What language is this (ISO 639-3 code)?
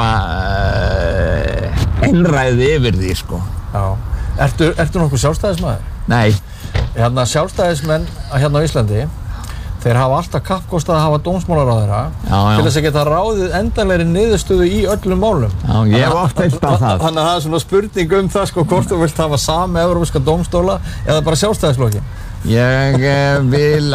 isl